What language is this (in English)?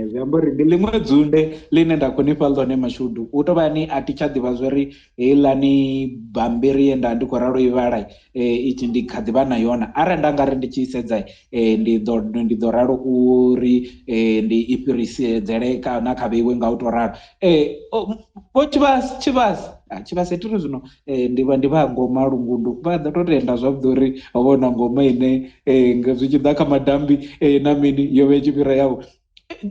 Venda